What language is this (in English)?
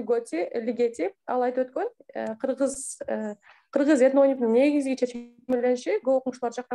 Kyrgyz